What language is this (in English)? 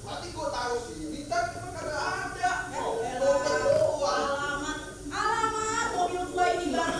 Betawi